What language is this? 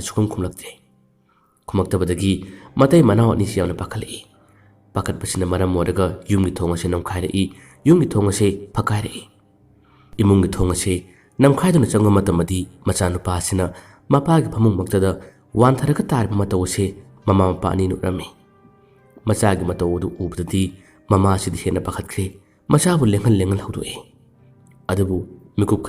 Manipuri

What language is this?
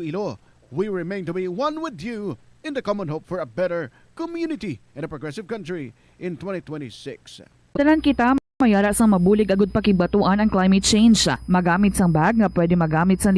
Hiligaynon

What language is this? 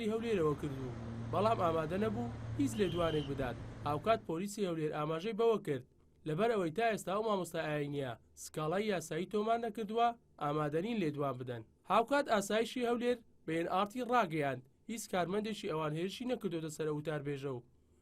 Central Kurdish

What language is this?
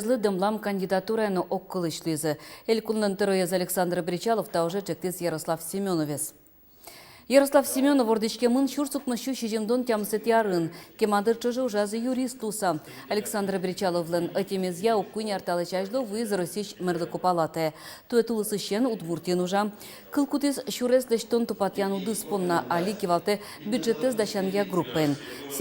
Udmurt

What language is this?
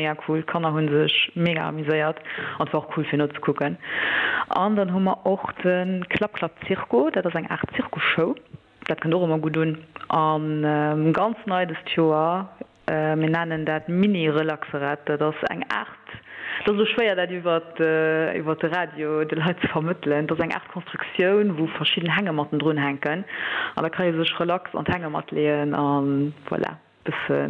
Luxembourgish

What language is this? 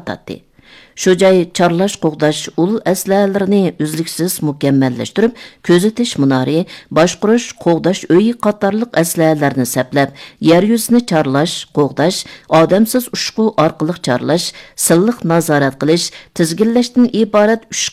Uyghur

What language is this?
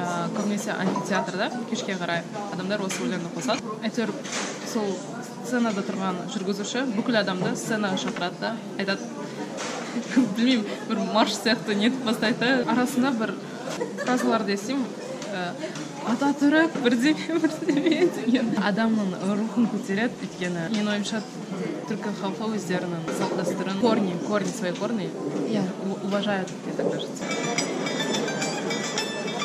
Kazakh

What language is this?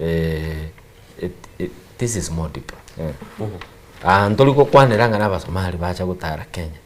Gusii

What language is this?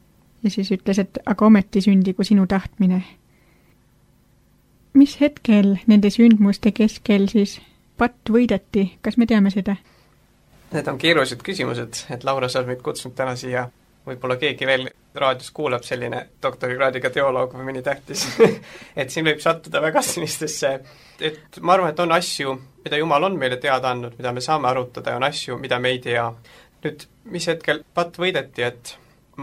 Estonian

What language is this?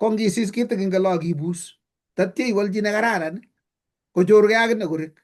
Kalenjin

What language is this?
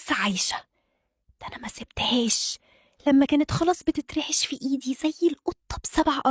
Egyptian Arabic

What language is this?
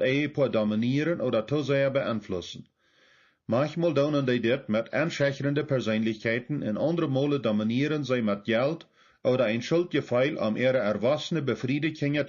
Plautdietsch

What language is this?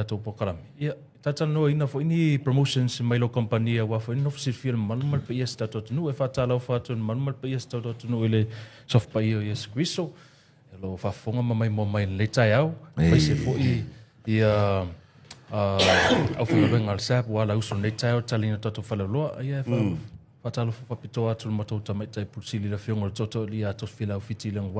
Samoan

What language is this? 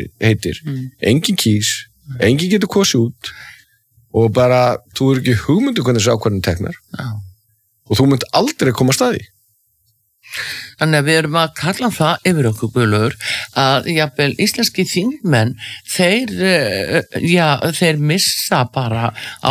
Icelandic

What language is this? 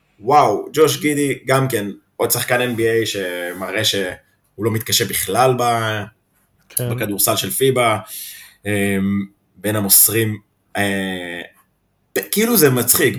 Hebrew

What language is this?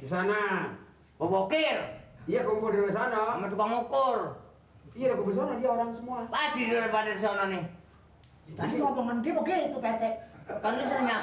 Betawi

